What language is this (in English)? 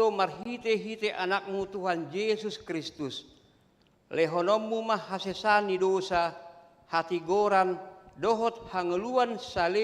Batak Toba